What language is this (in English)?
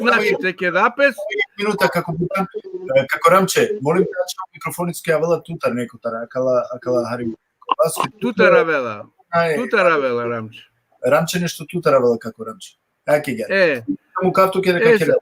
Balkan Romani